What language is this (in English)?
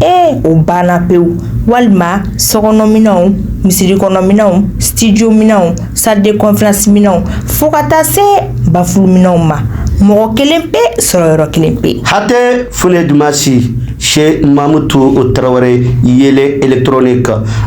Bambara